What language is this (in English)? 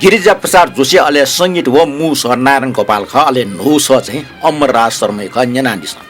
Newari